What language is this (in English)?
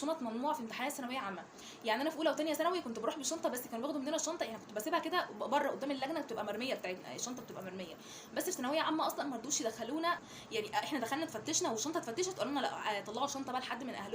Egyptian Arabic